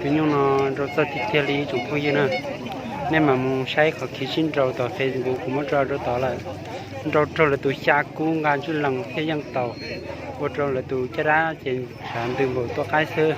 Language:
Hmong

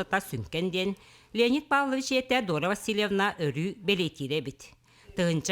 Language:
Yakut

